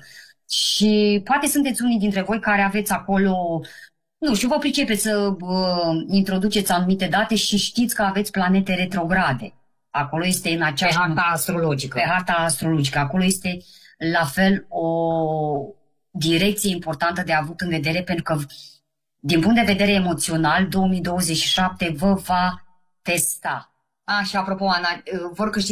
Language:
Romanian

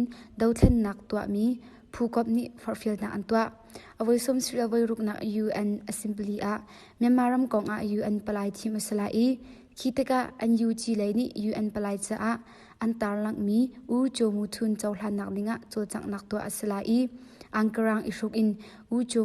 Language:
Hakha Chin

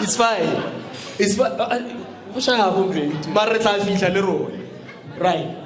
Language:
Northern Sotho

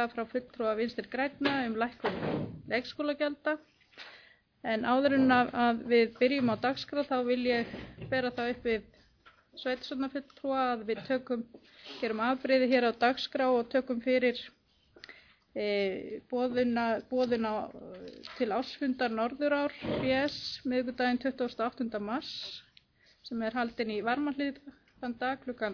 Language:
Icelandic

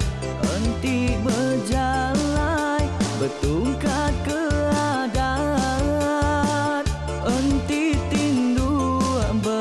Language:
Iban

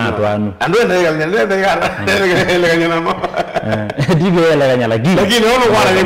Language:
Kamba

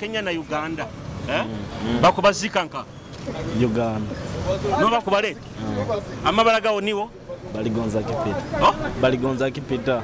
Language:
Nyoro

